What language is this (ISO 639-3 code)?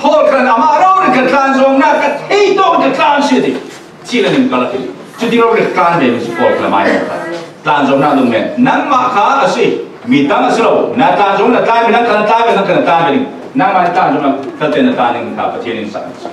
cfm